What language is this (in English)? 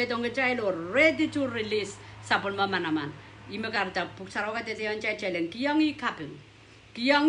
Pohnpeian